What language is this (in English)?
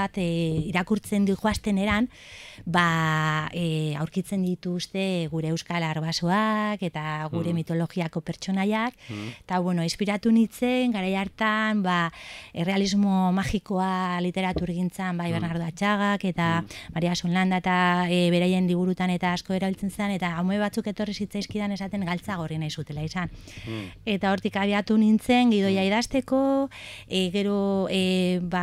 Basque